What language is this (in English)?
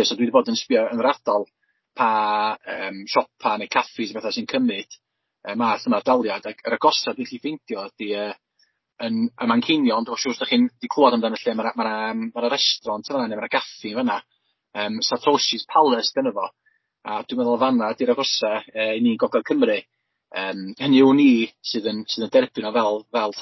Welsh